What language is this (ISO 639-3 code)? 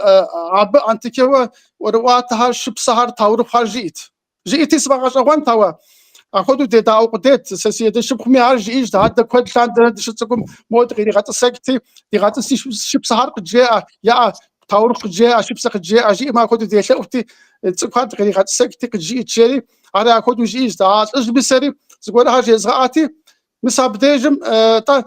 kbd